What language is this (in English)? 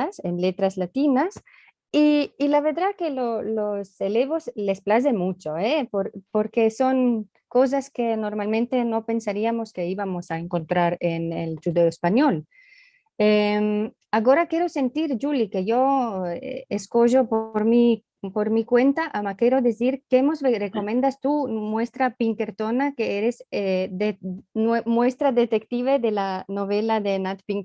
Ladino